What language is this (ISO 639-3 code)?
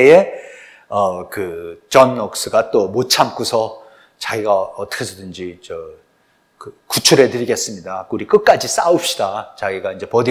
kor